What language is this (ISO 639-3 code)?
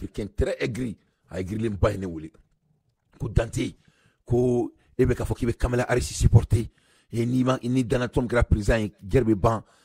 bam